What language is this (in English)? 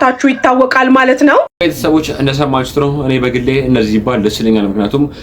Amharic